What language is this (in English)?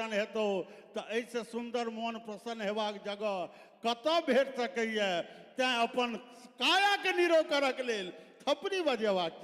Maithili